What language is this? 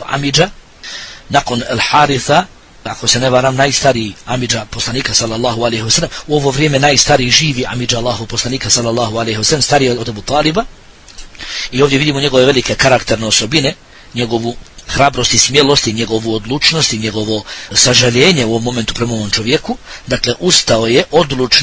Bosnian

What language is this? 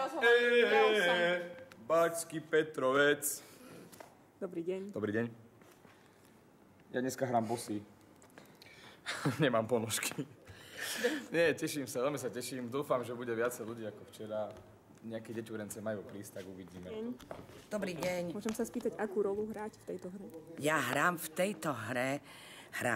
Slovak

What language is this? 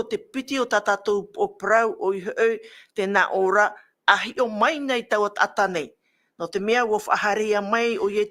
Tahitian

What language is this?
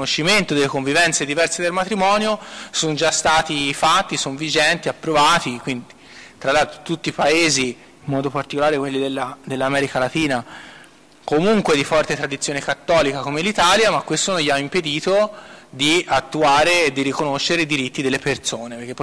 Italian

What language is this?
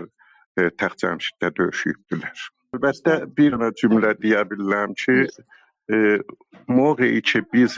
South Azerbaijani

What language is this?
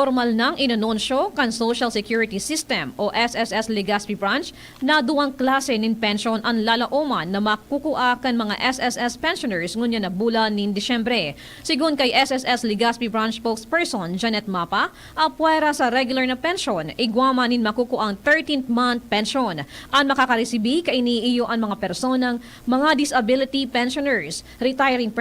Bikol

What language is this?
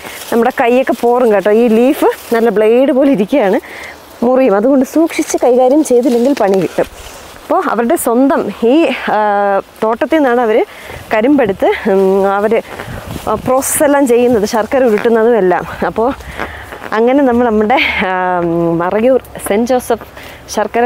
Malayalam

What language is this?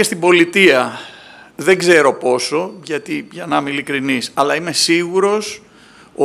Greek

